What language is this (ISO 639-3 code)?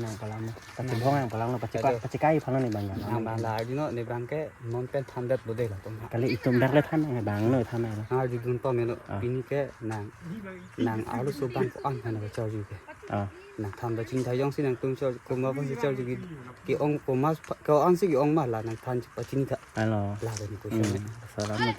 mjw